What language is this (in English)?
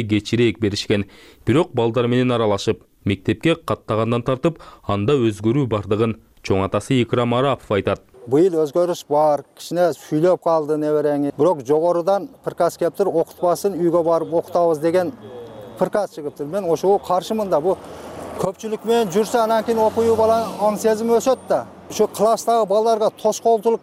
Kyrgyz